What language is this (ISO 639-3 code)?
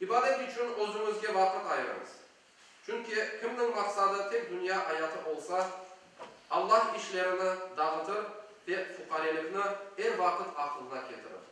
crh